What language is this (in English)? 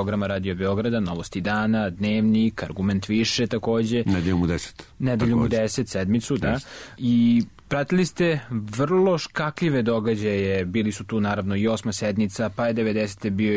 Serbian